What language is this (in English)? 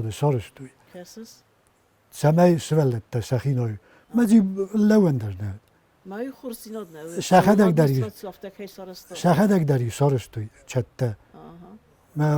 Ossetic